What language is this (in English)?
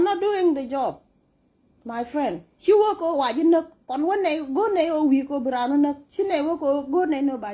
Nuer